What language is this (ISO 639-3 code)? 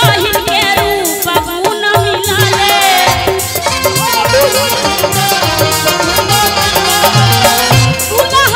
bho